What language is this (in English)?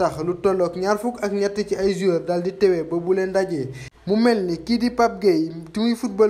Wolof